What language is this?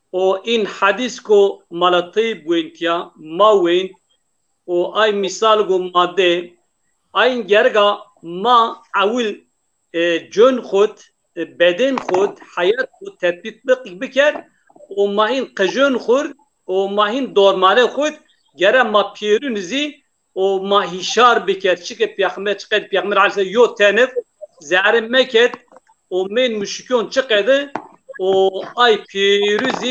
Zaza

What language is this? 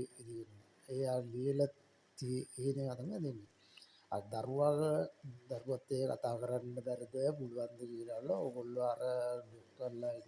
Sinhala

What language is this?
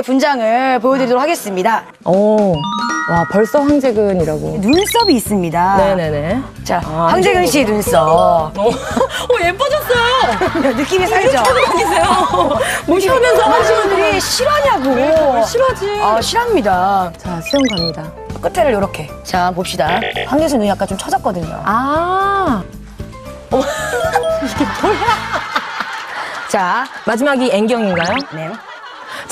Korean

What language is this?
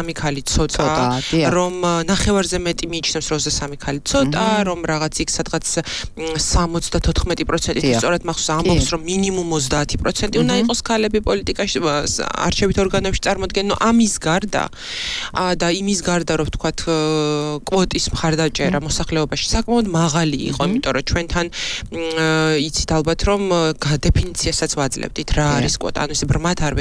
Georgian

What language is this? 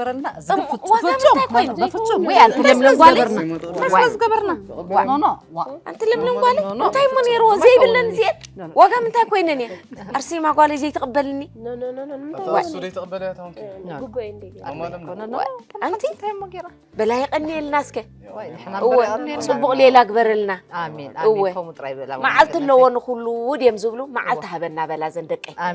Tigrinya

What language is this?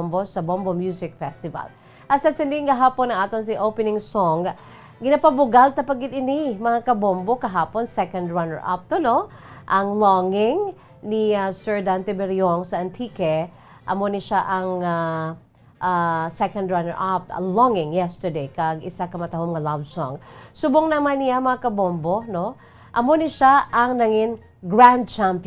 Hiligaynon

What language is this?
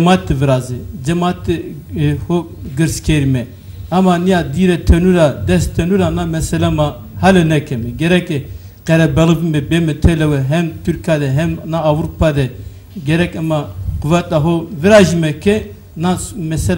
Zaza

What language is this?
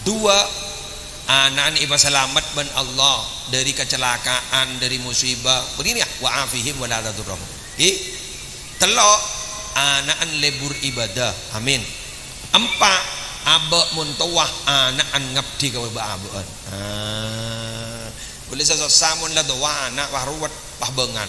Madurese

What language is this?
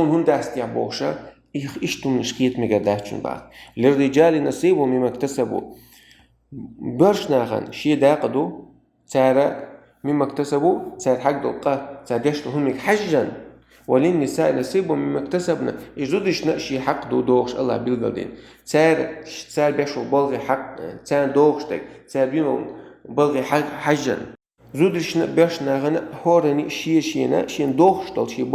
Chechen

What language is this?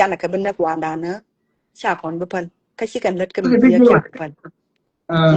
Nuer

